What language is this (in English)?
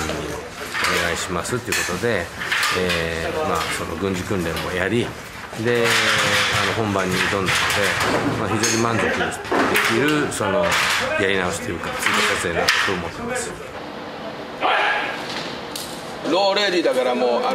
Japanese